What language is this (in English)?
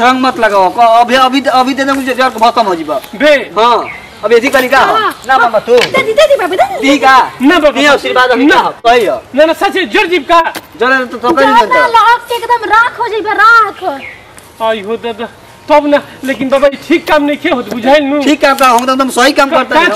Bhojpuri